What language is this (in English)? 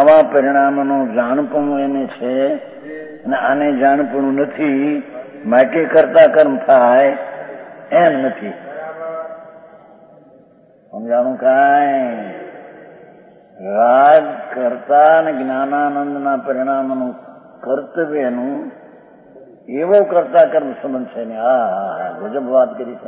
Gujarati